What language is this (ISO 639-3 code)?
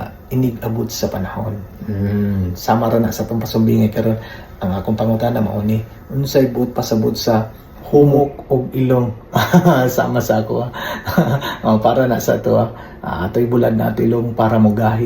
ceb